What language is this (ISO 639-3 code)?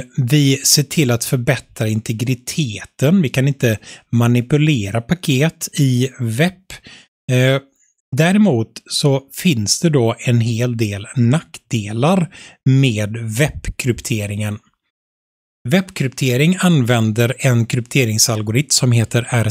swe